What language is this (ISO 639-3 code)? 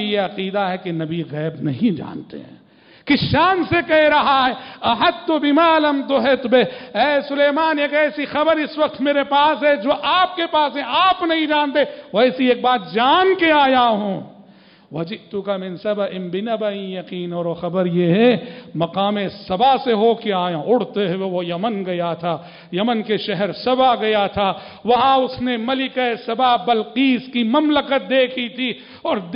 urd